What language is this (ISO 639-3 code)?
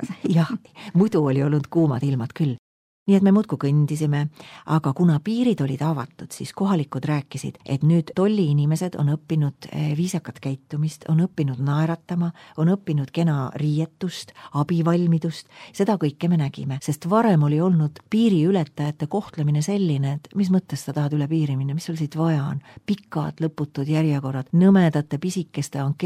est